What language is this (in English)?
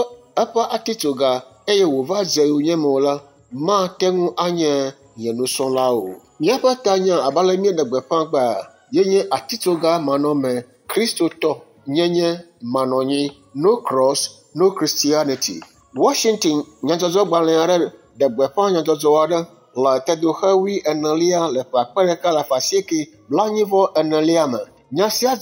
Ewe